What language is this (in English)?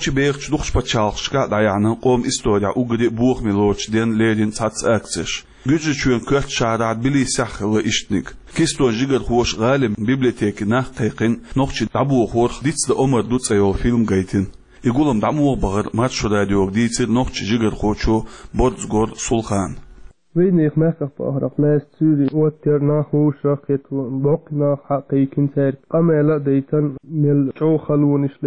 Chechen